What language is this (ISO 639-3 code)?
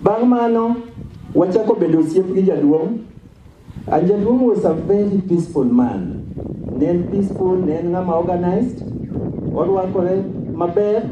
luo